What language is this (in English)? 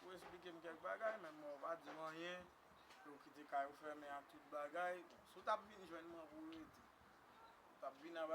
Haitian Creole